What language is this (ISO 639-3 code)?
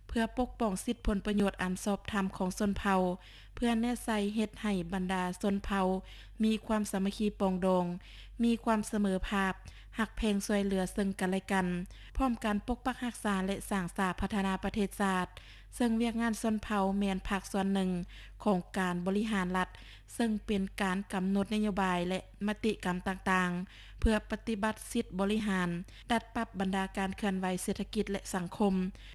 lao